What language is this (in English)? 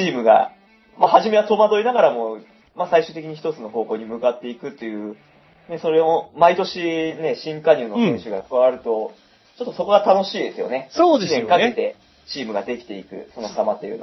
Japanese